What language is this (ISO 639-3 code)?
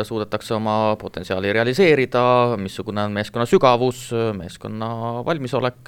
est